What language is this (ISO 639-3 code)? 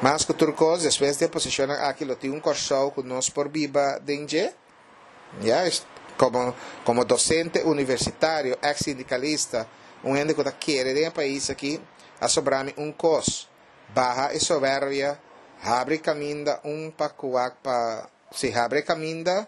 pap